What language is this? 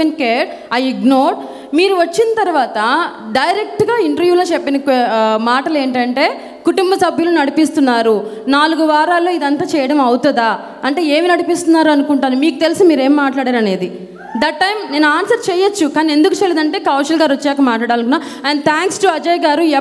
Telugu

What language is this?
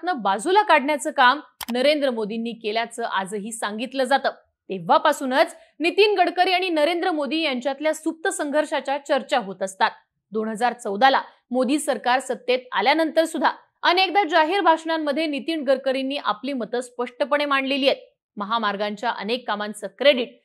Marathi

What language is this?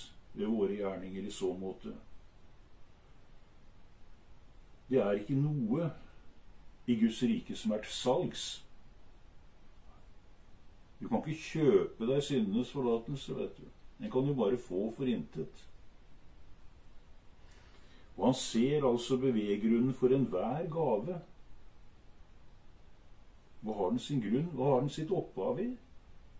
Norwegian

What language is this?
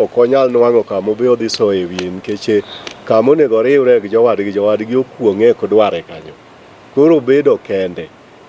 Luo (Kenya and Tanzania)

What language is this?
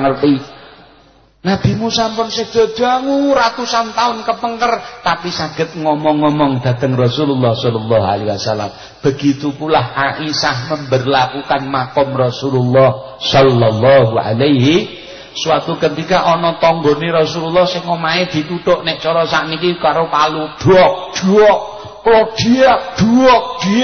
Javanese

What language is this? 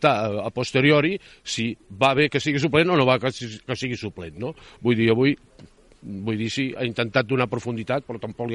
Catalan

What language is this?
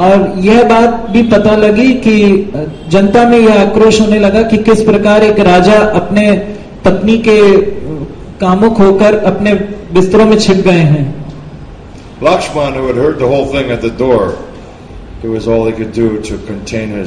Hindi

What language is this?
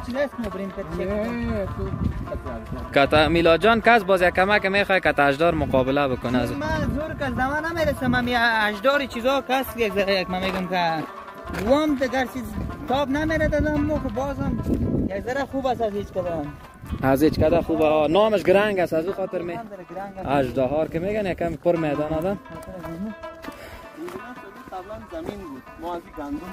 Persian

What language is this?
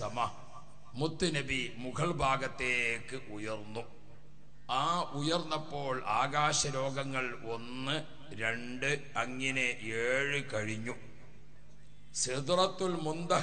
Malayalam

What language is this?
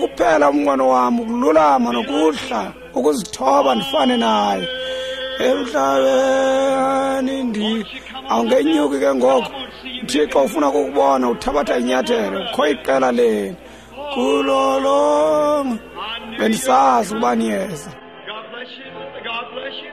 Xhosa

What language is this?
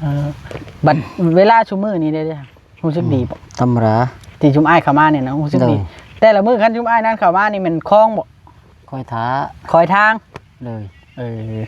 Northeastern Thai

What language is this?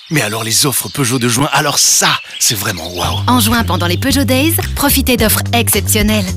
French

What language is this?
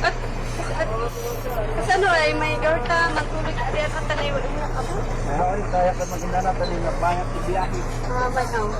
Kankanaey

